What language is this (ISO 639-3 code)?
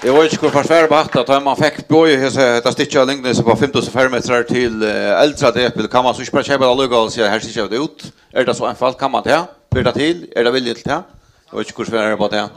fao